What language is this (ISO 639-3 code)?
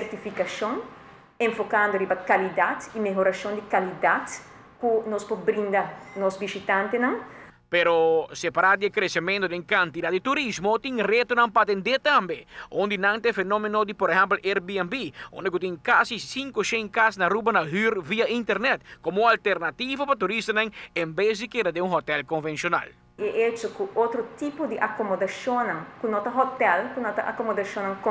pap